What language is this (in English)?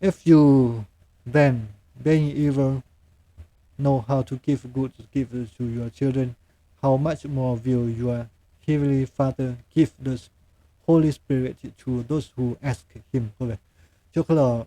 Lahu